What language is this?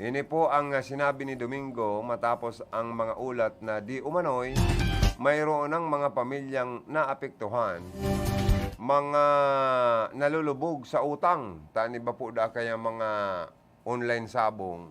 Bikol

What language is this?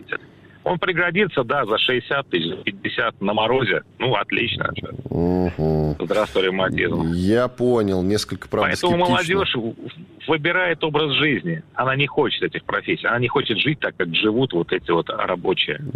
Russian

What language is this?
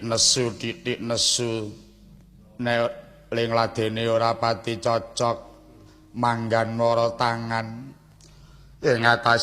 Javanese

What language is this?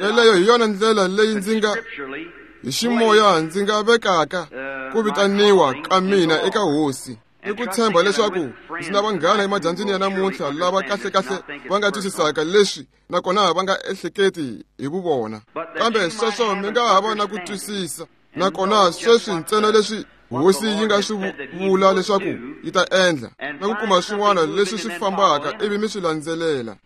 Tsonga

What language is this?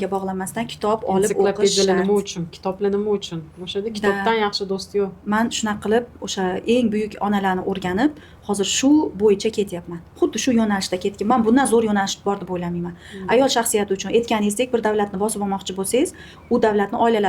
Uzbek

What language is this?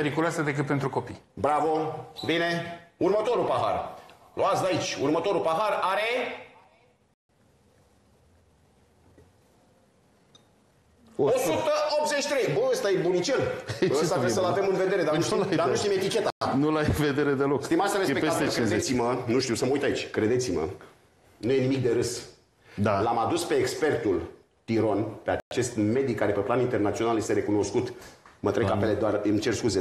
Romanian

